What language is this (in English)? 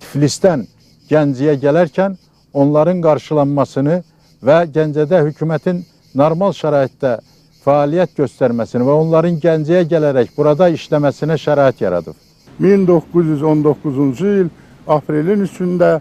Azerbaijani